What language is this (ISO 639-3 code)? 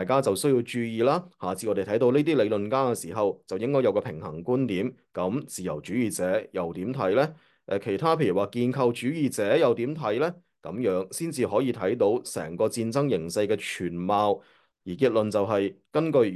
yue